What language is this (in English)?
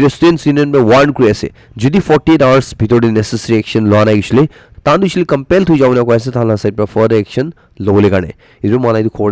Naga Pidgin